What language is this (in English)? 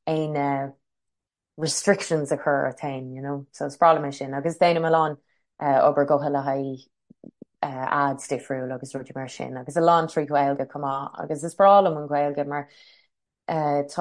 Irish